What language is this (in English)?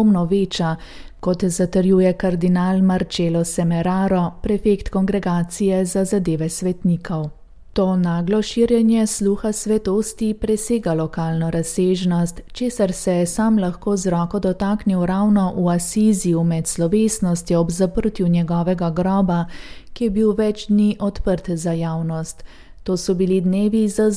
Slovenian